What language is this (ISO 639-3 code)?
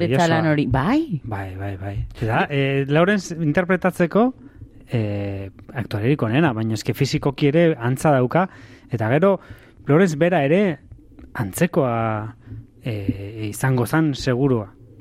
eus